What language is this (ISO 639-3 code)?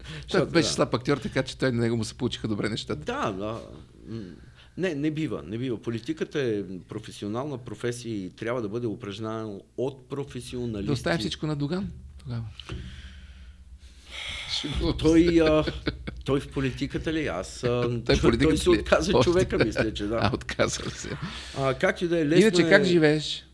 bul